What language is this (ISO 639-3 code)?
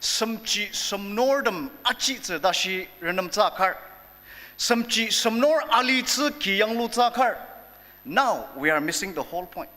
njo